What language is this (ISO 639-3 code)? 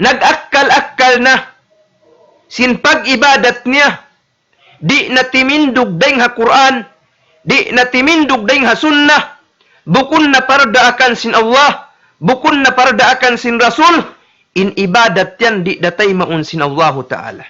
tsg